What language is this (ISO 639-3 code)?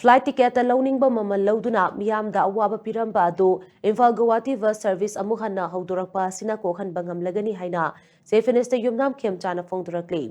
mni